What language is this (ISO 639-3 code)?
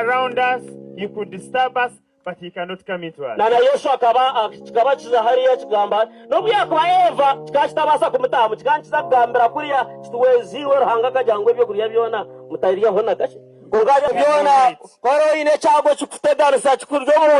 nyn